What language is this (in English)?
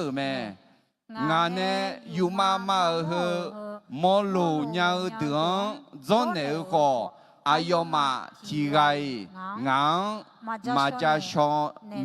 Akha